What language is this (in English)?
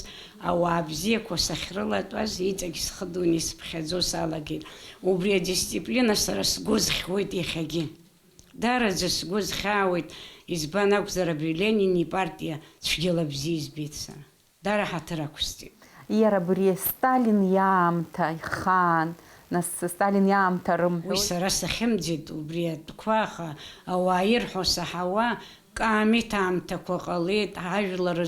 Abkhazian